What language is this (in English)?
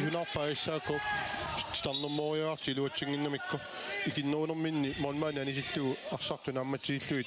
Kalaallisut